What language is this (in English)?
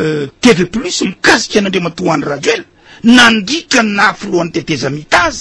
Malagasy